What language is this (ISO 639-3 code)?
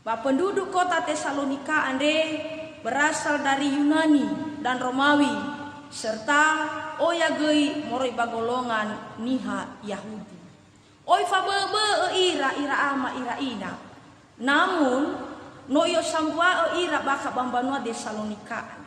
nia